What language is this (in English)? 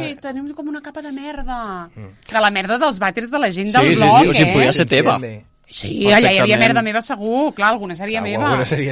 Catalan